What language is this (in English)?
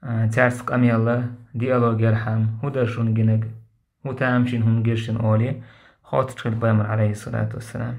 Chechen